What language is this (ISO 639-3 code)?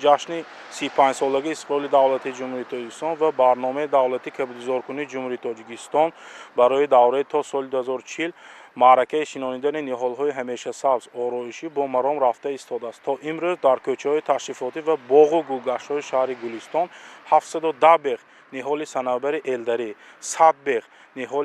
tgk